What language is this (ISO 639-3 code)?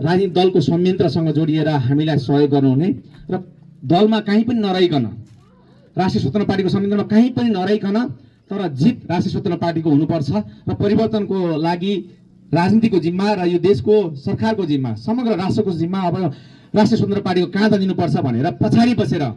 nep